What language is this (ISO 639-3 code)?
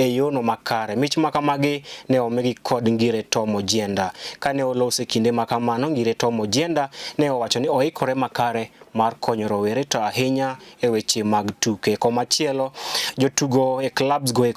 luo